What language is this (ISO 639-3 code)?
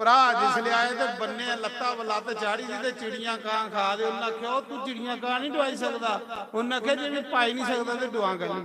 doi